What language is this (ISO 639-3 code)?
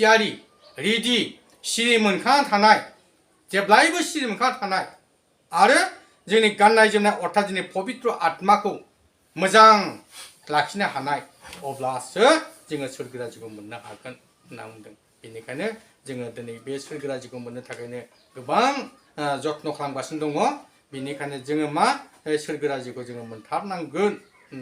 brx